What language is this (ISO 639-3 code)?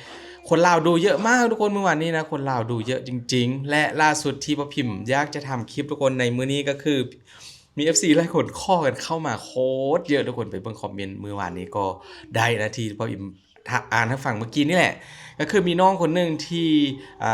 lao